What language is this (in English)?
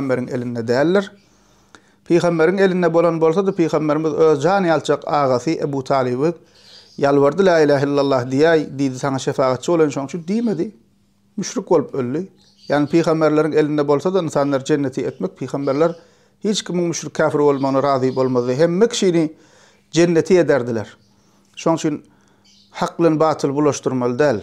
Turkmen